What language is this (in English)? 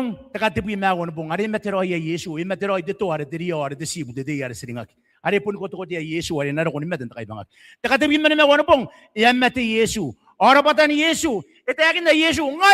Gilbertese